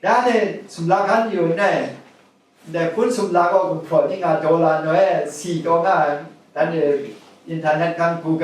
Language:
Kachin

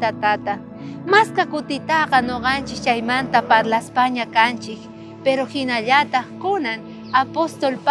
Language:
South Bolivian Quechua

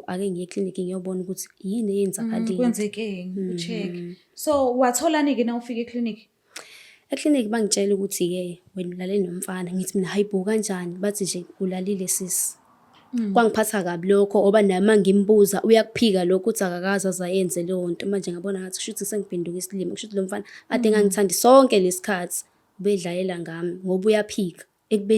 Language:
Zulu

